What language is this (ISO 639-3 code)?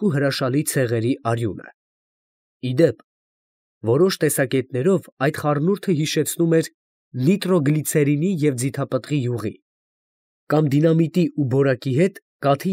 hye